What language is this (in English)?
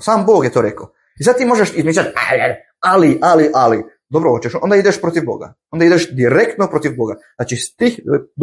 Bosnian